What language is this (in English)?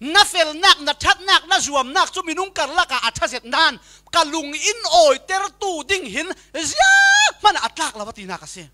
Falam Chin